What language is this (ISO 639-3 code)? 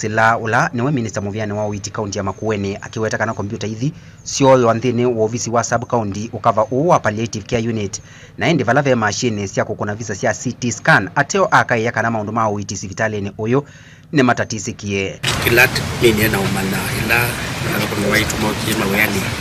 kam